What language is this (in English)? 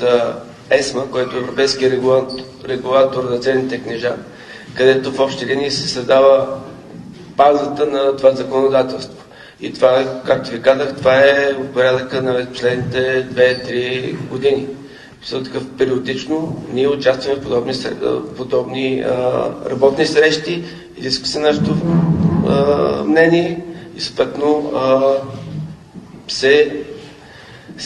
Bulgarian